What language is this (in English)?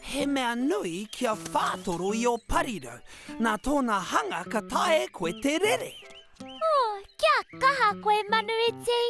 Māori